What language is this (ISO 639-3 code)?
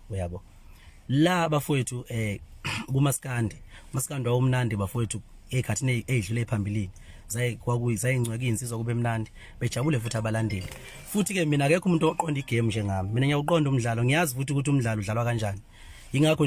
zul